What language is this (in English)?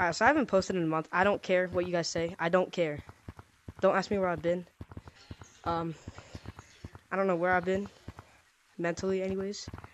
English